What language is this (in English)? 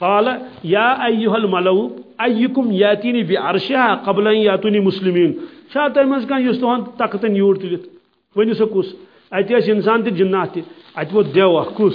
Kashmiri